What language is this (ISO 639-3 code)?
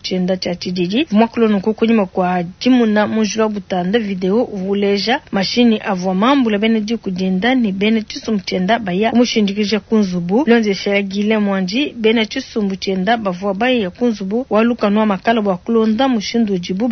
lua